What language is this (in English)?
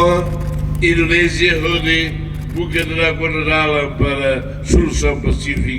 Tetum